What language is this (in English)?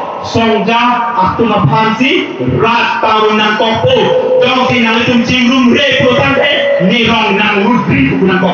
Karbi